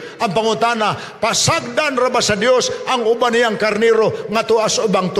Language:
Cebuano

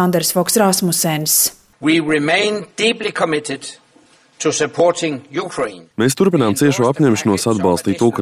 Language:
Latvian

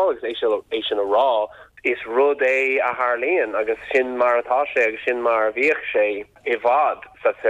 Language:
Irish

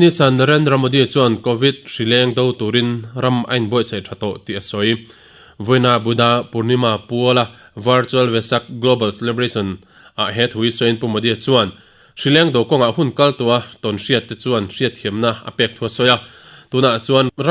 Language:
Mizo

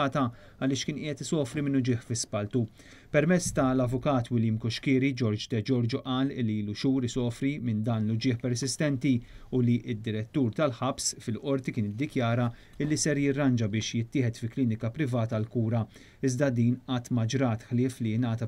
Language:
Maltese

